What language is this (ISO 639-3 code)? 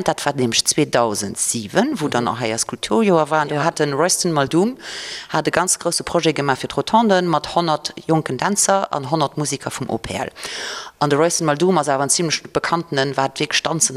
ltz